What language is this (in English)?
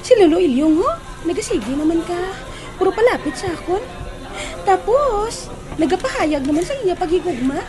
Hiligaynon